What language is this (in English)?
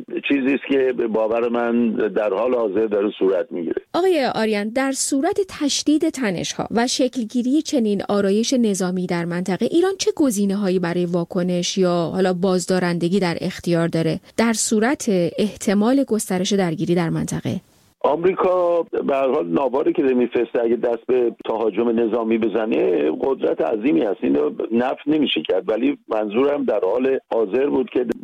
Persian